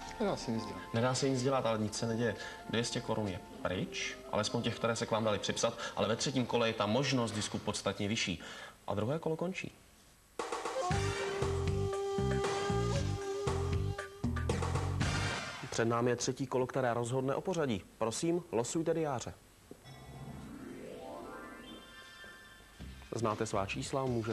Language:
Czech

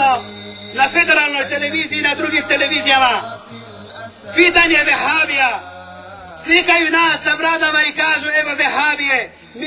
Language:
Bosnian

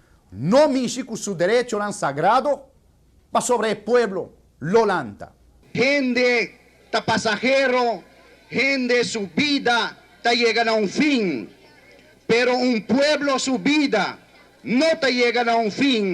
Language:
Papiamento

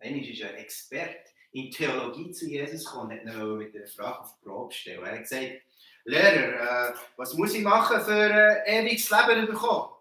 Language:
Swiss German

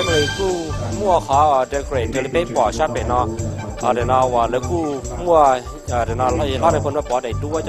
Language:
Hmong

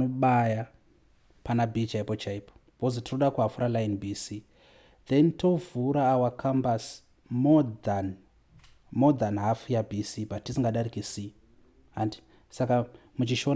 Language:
Shona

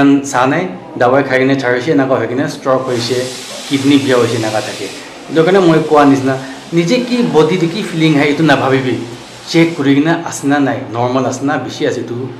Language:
Naga Pidgin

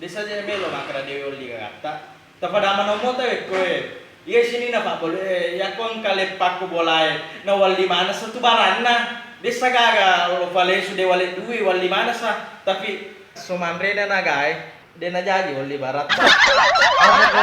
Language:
Buginese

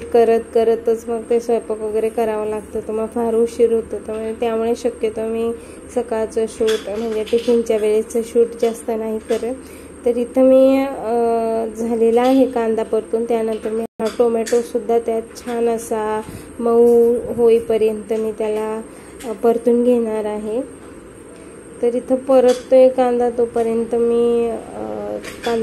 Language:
Marathi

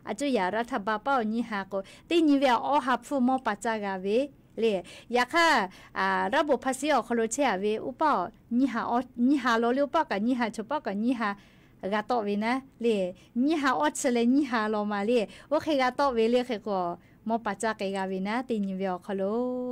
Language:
Lahu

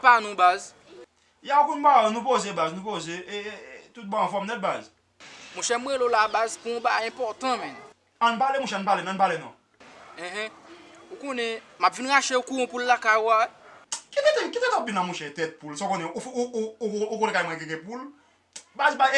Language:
Haitian Creole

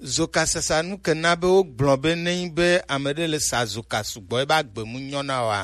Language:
Gen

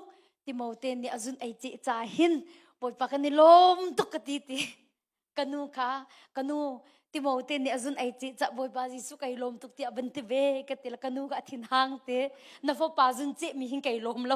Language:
Hakha Chin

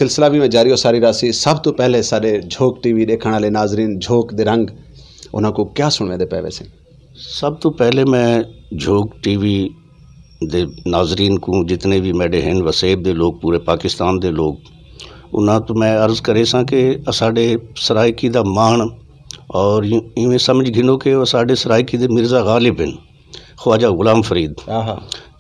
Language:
Saraiki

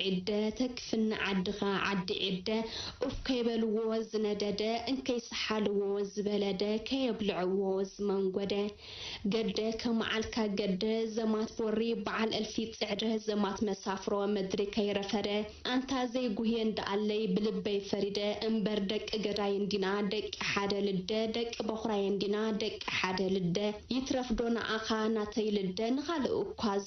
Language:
Tigrinya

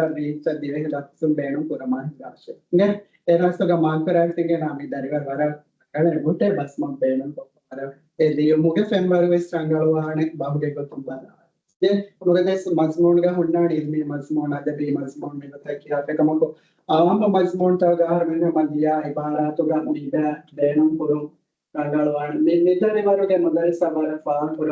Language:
Divehi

